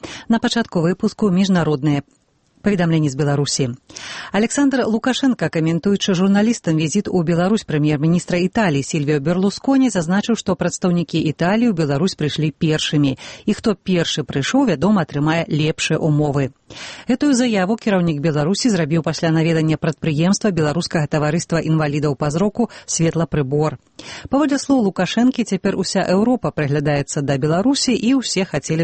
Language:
Belarusian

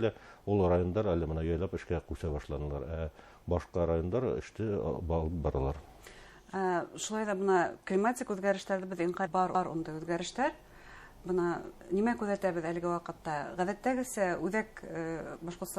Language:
Bashkir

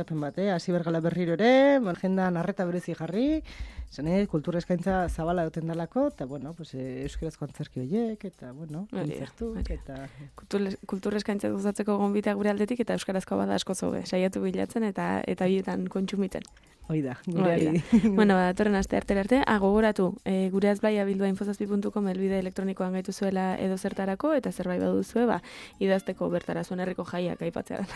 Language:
Basque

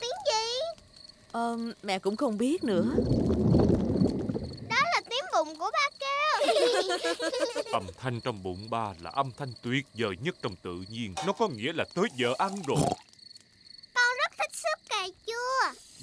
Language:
Vietnamese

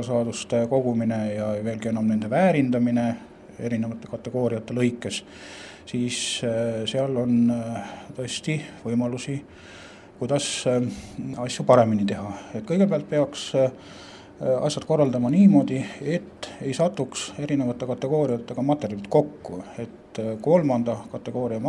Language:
Estonian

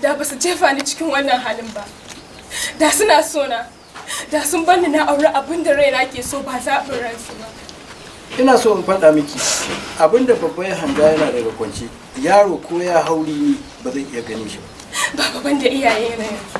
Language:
Hausa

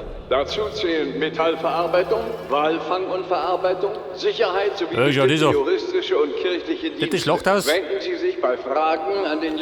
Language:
Bavarian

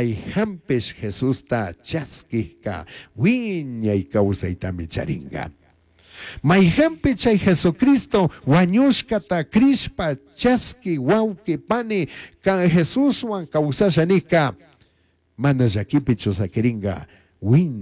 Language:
Chimborazo Highland Quichua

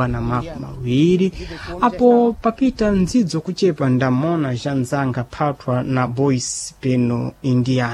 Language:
Sena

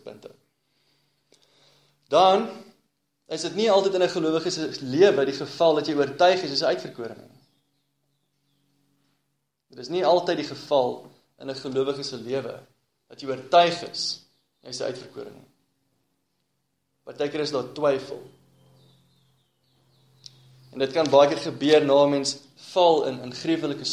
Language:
Afrikaans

